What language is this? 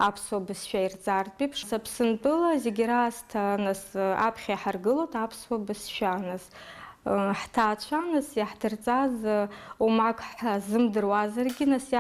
Abkhazian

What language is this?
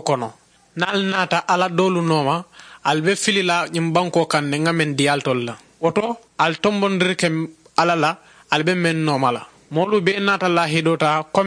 Mandingo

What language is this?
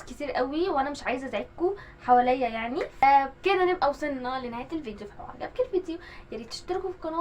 Egyptian Arabic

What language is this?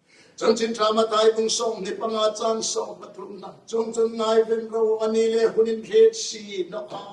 Hmar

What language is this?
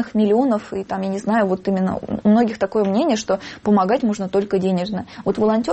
Russian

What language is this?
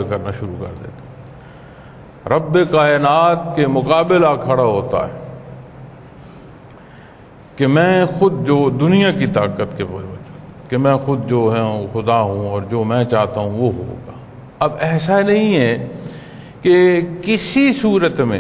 Urdu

